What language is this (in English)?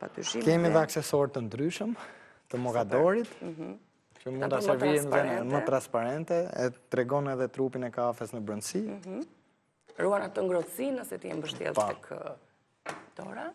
Albanian